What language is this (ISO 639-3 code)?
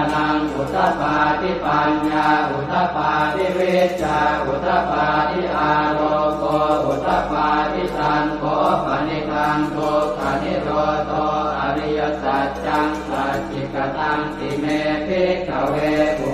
pli